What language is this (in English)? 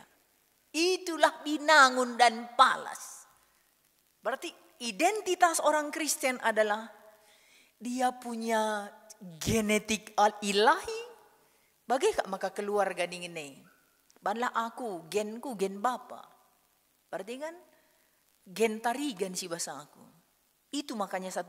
Batak Karo